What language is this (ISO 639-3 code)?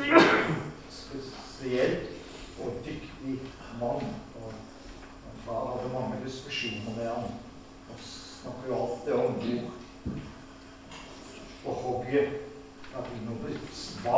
nor